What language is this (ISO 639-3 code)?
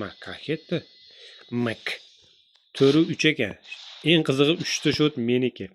uzb